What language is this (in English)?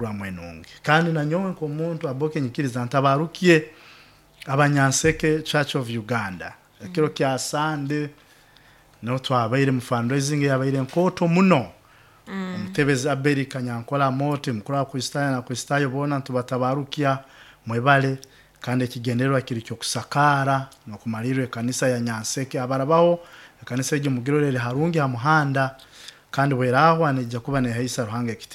Nyoro